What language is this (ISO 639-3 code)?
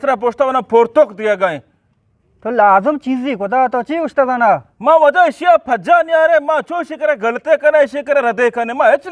bgp